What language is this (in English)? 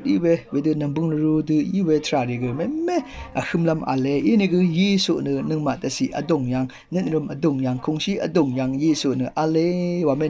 Rawang